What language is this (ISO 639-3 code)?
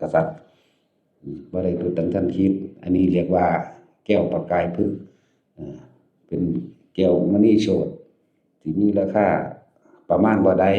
tts